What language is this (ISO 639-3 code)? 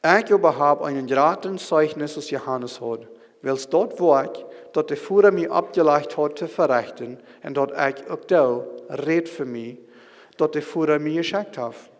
pdt